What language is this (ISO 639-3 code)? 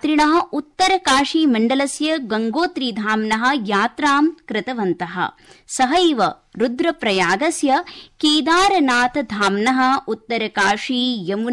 san